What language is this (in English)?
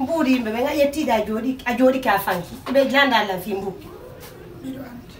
Fula